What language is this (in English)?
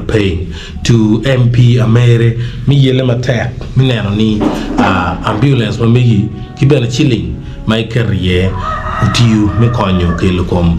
Acoli